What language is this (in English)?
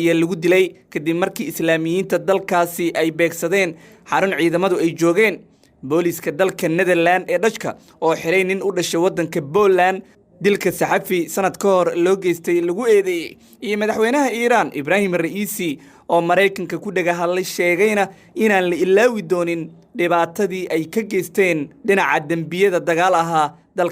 Somali